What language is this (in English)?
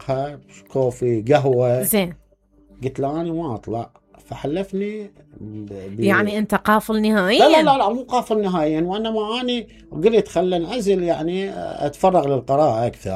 Mesopotamian Arabic